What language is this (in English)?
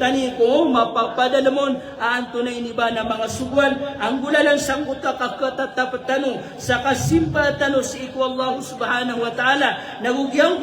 Maranao